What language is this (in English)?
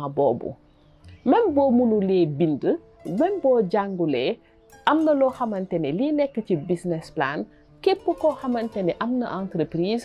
Wolof